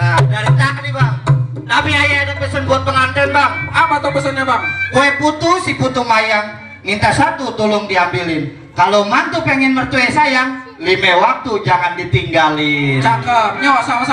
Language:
Betawi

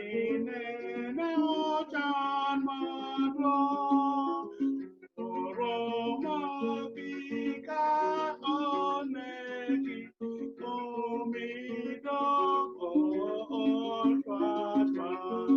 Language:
Acoli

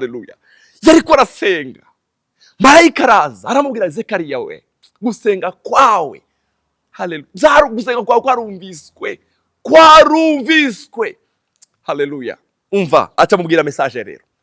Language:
Rundi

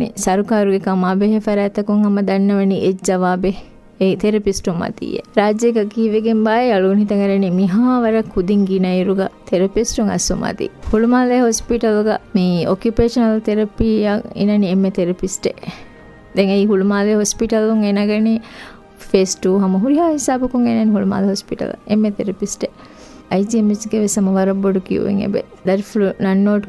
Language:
Divehi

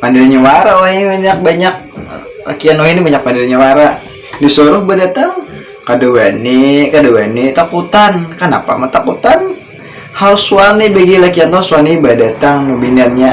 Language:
Banjar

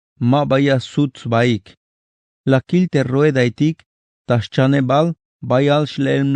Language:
Tzeltal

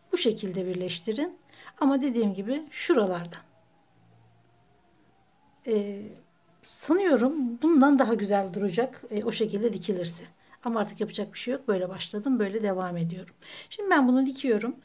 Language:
Turkish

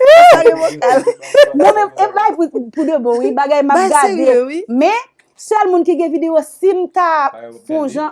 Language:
Haitian Creole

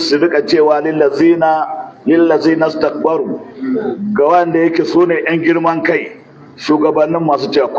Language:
Hausa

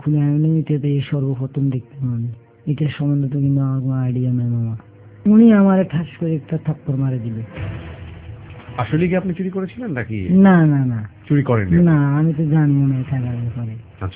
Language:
Bangla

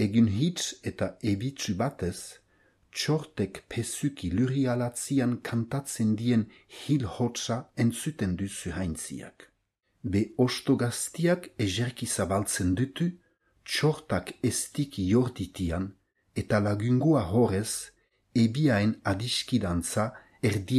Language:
Basque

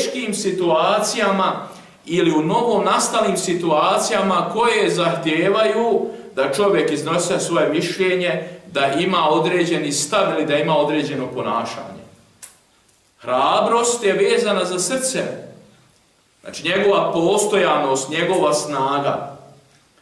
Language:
Bosnian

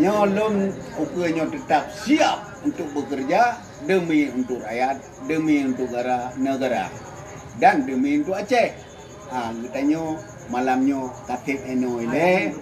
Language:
Achinese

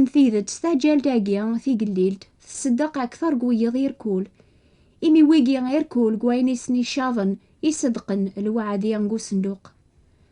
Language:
Kabyle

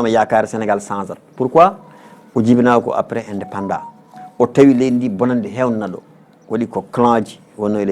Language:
Fula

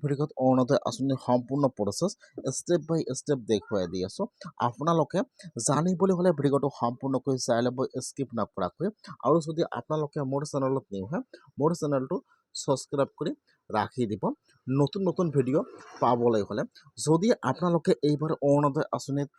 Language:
Assamese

